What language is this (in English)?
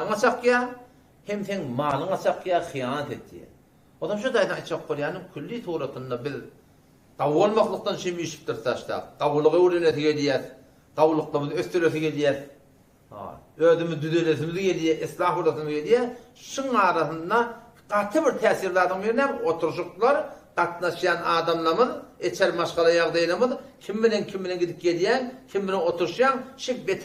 Turkmen